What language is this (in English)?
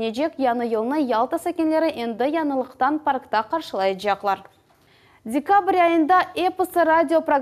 Crimean Tatar